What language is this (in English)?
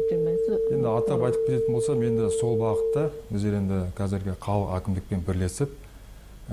Kazakh